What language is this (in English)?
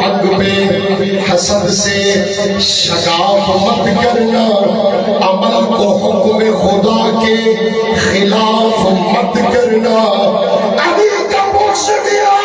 Saraiki